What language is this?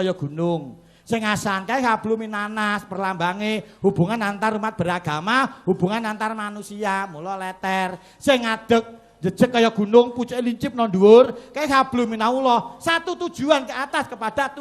Javanese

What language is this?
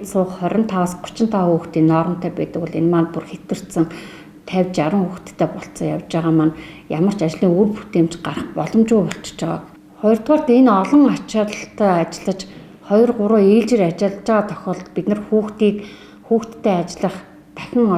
Mongolian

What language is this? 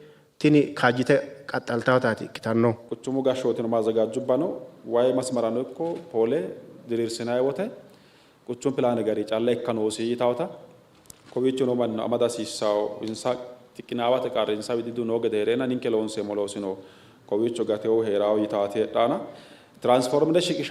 Sidamo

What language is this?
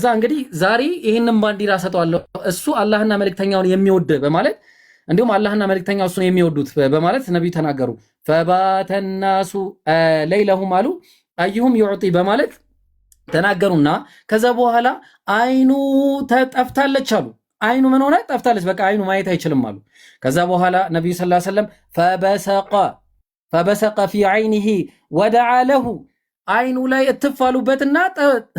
Amharic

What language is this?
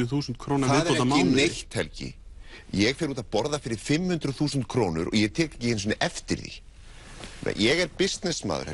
Icelandic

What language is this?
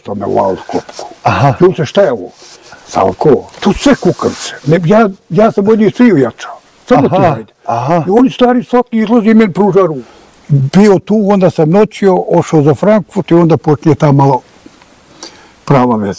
Bosnian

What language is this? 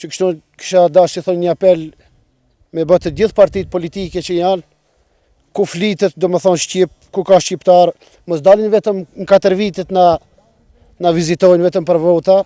Albanian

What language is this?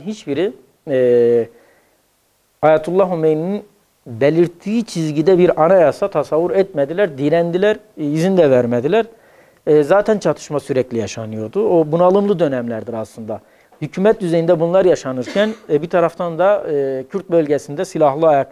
Turkish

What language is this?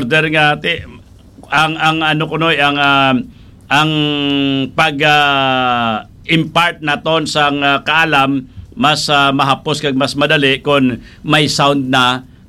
Hiligaynon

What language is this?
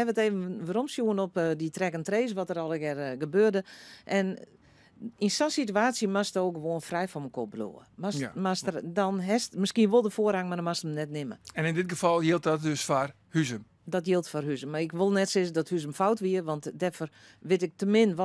Western Frisian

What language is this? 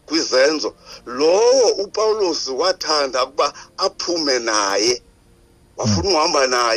Xhosa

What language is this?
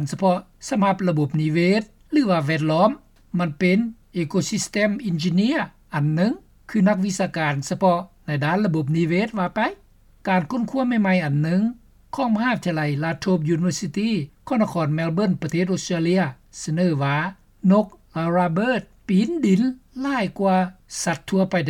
Lao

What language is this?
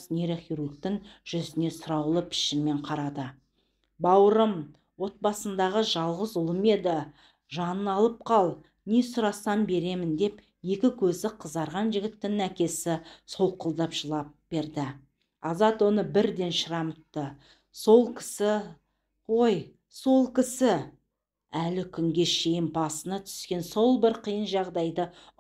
Kazakh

